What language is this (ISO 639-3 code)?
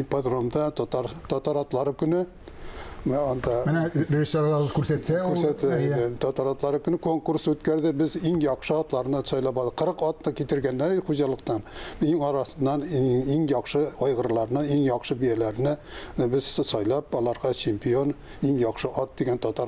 tat